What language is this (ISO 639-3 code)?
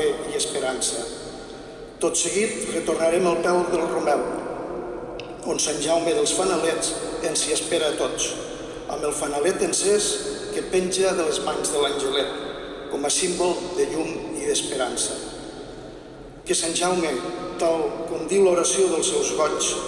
cat